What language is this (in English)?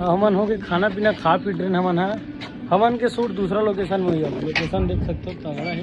Chhattisgarhi